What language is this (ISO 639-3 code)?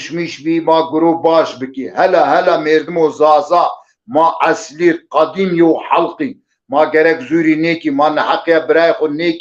zza